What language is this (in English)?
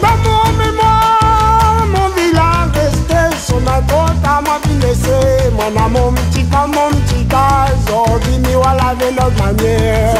Réunion Creole French